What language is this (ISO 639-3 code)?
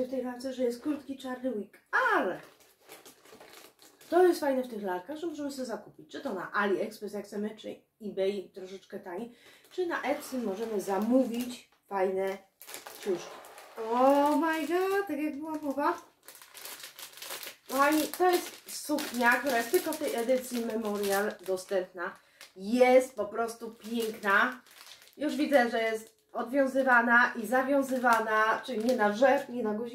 pol